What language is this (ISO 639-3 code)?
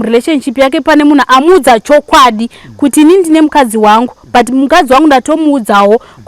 sna